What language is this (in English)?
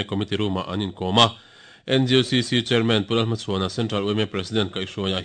Mizo